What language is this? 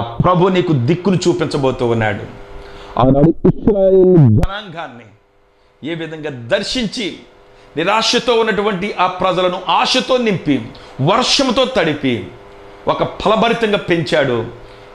Telugu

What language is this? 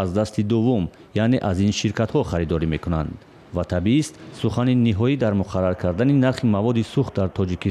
Tajik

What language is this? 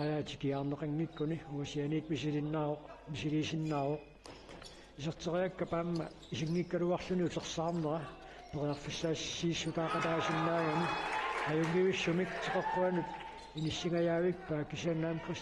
Kalaallisut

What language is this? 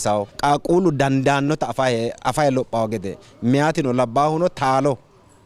Sidamo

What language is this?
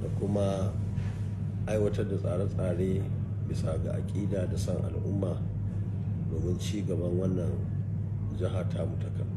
Hausa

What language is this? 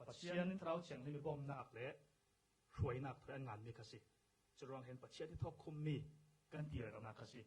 Falam Chin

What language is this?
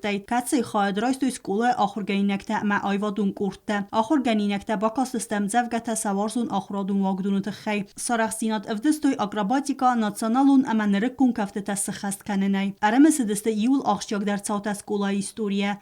Ossetic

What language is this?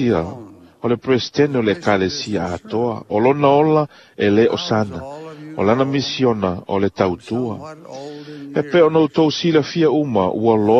Samoan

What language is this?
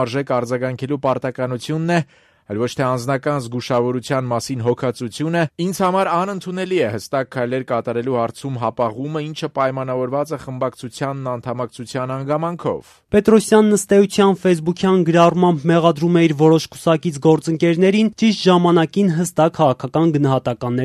Armenian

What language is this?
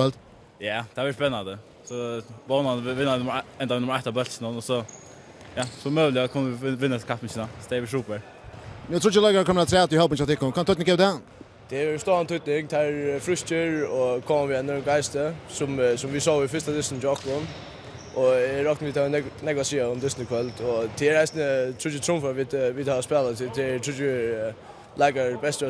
Faroese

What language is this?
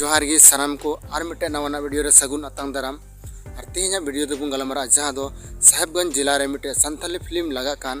Santali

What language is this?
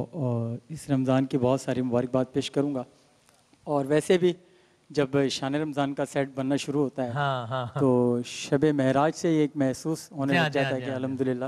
Urdu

